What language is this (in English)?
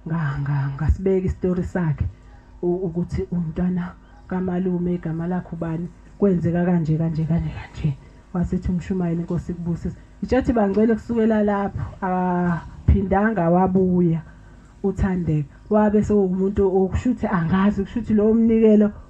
Zulu